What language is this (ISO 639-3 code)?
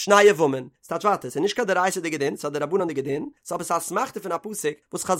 yid